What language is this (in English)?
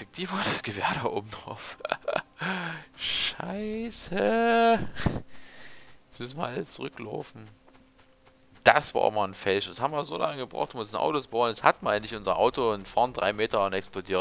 German